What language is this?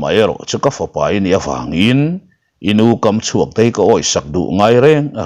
Mizo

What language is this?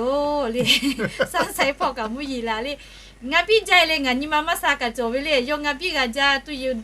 Lahu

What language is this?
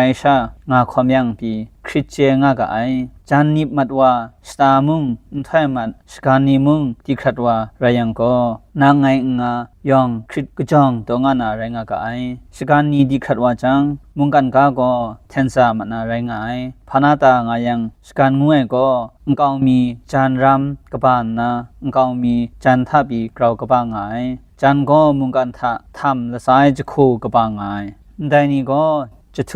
Kachin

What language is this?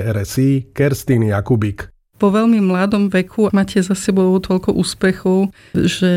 Slovak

